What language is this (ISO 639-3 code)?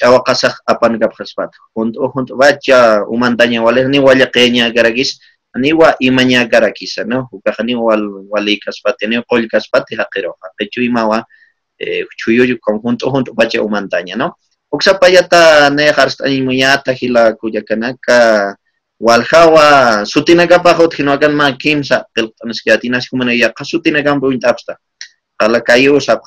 aym